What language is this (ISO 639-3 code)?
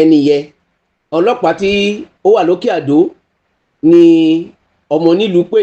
yor